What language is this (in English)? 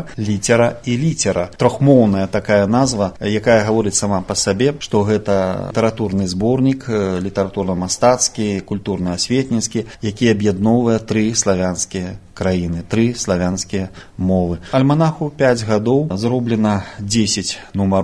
Belarusian